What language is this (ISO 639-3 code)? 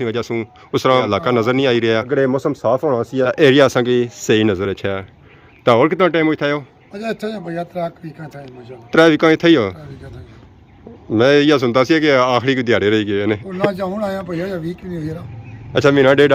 phr